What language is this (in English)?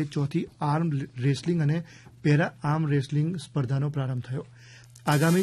Gujarati